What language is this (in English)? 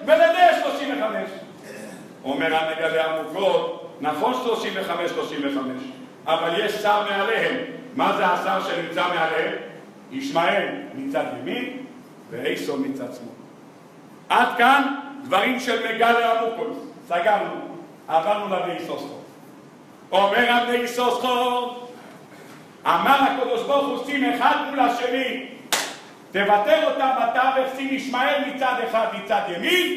Hebrew